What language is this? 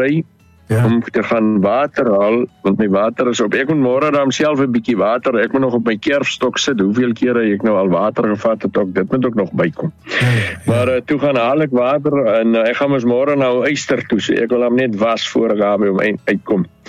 Afrikaans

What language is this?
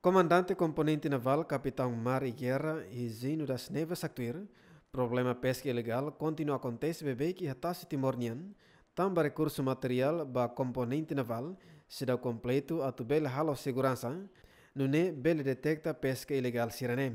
Tetum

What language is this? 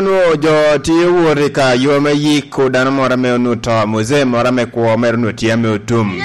Lango (Uganda)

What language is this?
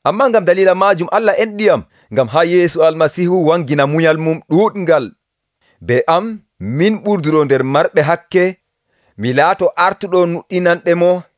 Nigerian Fulfulde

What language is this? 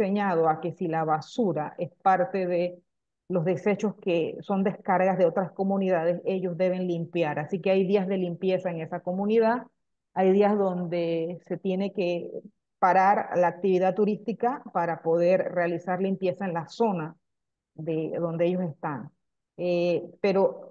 Spanish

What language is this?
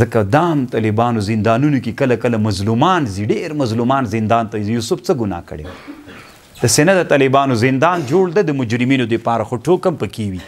Pashto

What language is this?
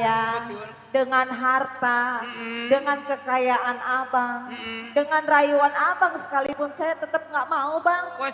Betawi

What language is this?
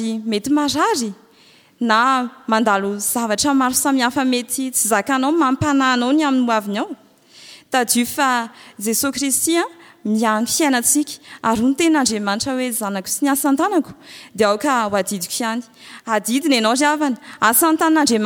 Malagasy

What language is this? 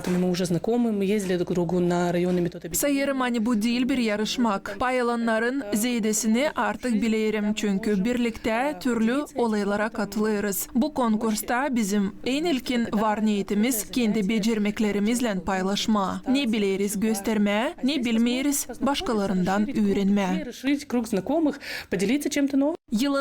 Gagauz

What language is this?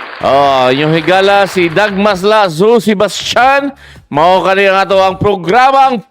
Cebuano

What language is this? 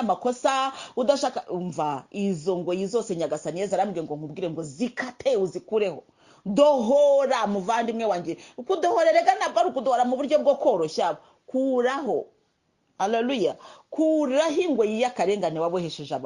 Kinyarwanda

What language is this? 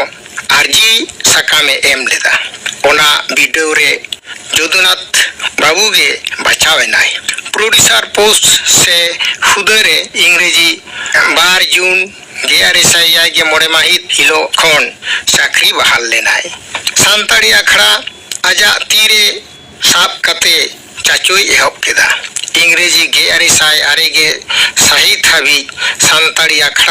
Santali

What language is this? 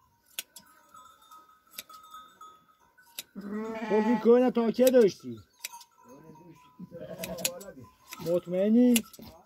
Persian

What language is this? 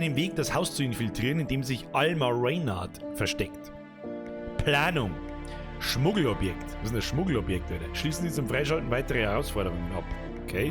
Bavarian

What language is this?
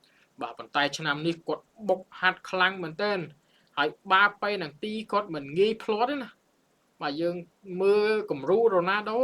Khmer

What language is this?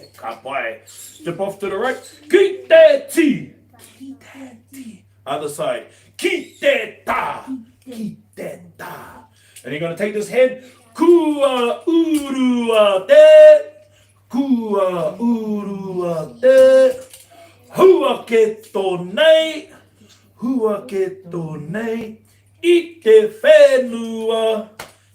Māori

